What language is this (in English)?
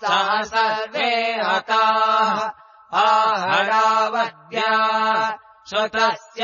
Sanskrit